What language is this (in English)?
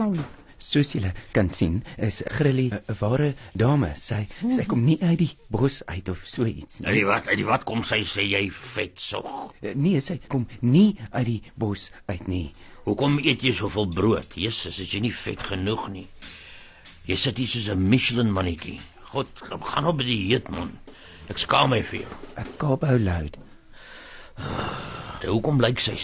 Afrikaans